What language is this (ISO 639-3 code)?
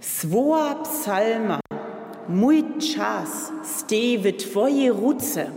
hsb